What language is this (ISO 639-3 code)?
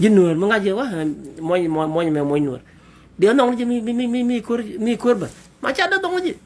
nus